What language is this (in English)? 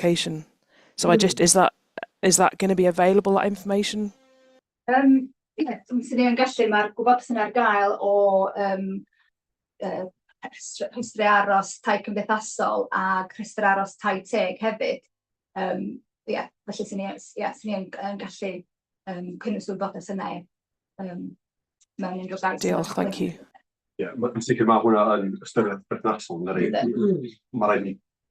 Welsh